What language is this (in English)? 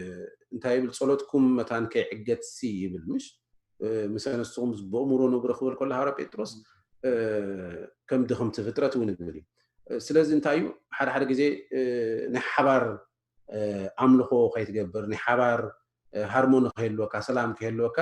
Tigrinya